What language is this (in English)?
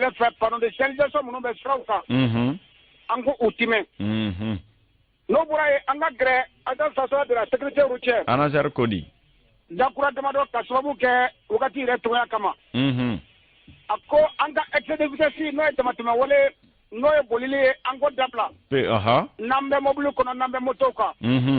Bambara